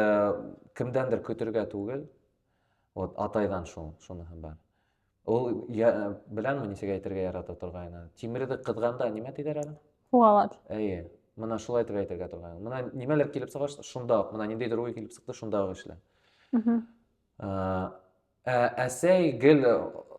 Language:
Bashkir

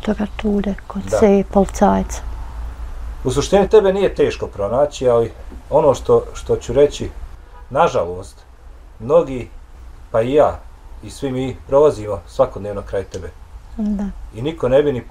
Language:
Bosnian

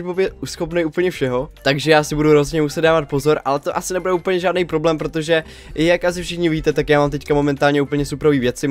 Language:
Czech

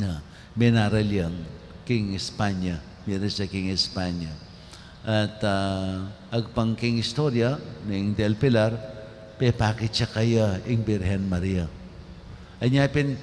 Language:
Pampanga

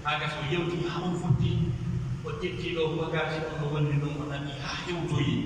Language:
Pular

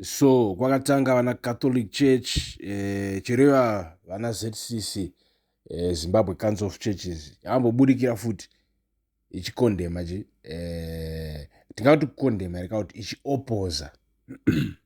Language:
Shona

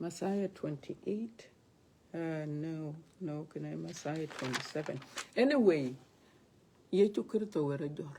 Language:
Dinka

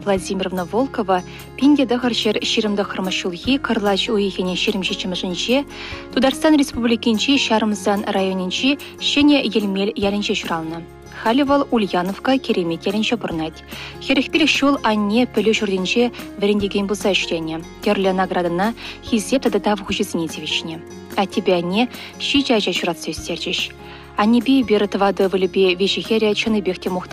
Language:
Chuvash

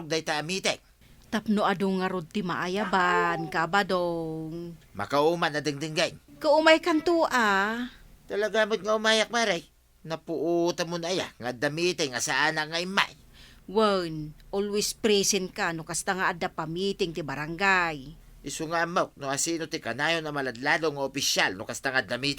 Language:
Iloko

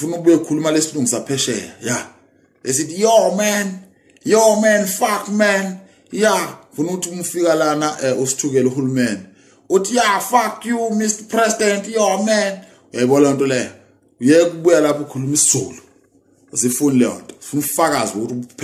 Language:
Zulu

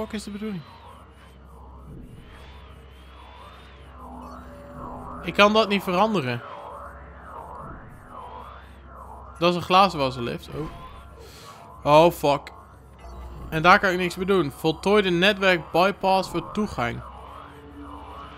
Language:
Dutch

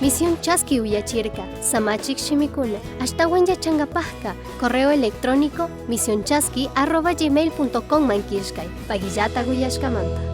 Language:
Chimborazo Highland Quichua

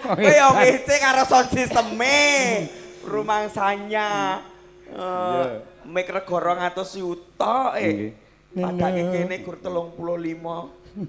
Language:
Javanese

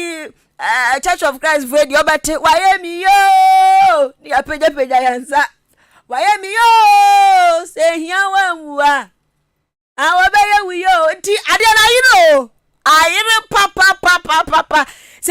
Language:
Akan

